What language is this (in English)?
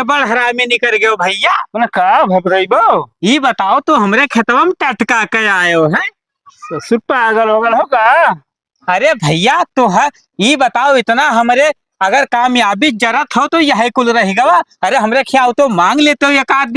Awadhi